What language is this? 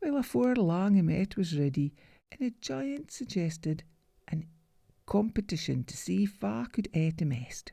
Scots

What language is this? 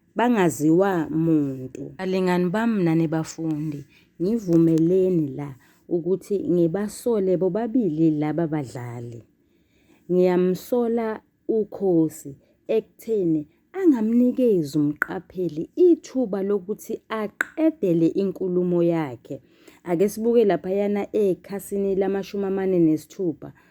Zulu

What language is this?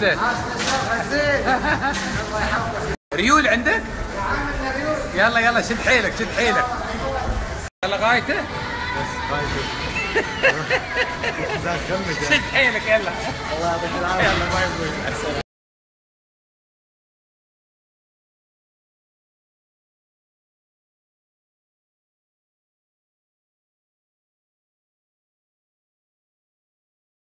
Gulf Arabic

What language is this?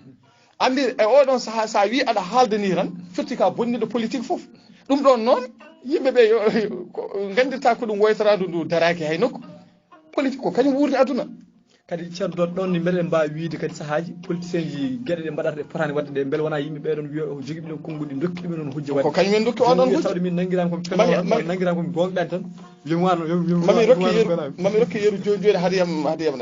Fula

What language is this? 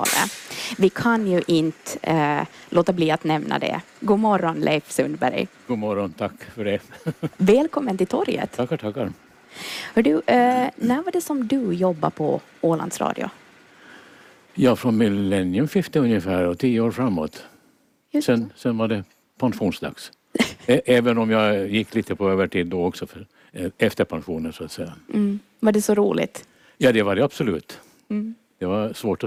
Swedish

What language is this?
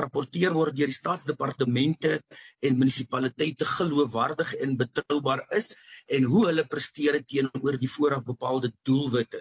Afrikaans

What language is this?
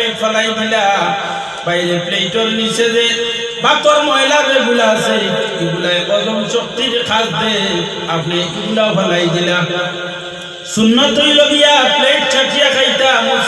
Sylheti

